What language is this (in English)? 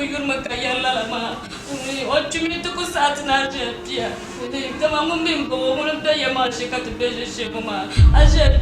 Dagbani